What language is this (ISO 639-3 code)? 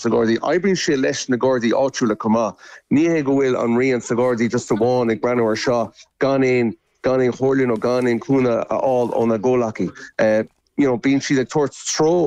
gle